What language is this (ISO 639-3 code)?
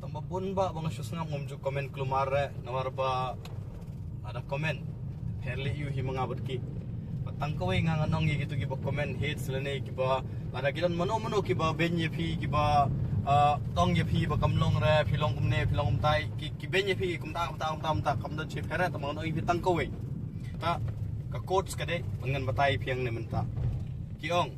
kha